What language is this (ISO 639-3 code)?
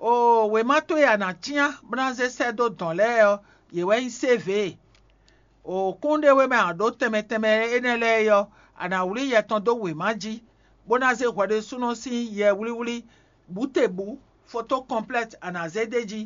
fon